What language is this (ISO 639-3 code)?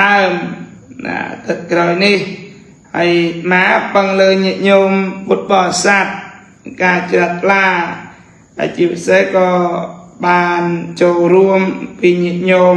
khm